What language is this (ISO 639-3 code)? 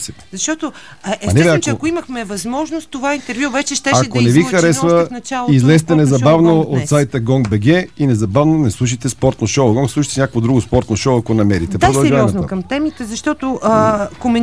bul